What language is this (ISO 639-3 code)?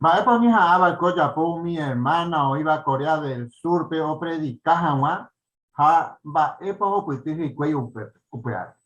grn